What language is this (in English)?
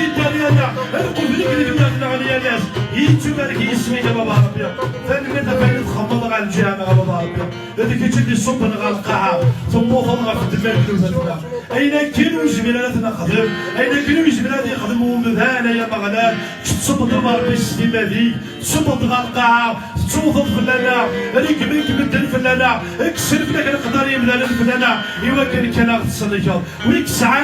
Kabyle